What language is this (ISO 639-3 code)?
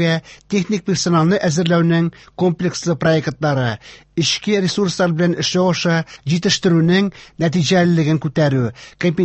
tat